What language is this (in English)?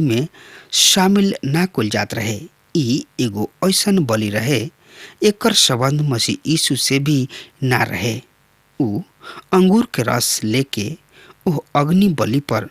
Bhojpuri